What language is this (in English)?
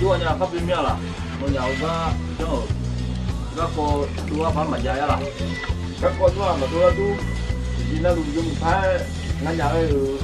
Akha